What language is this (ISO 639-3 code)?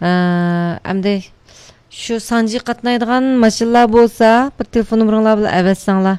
uig